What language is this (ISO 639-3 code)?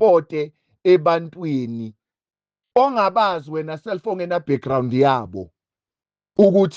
zul